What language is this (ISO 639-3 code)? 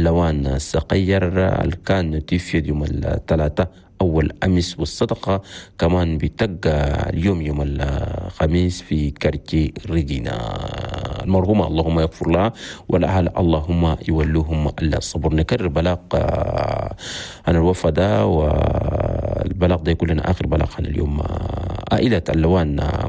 shu